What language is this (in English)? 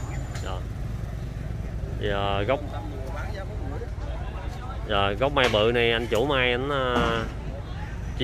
Vietnamese